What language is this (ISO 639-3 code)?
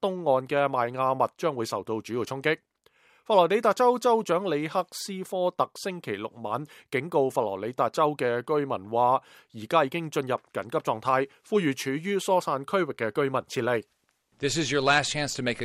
yue